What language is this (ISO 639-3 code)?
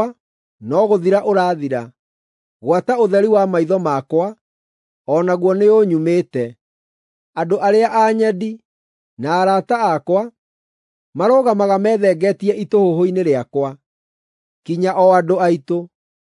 kik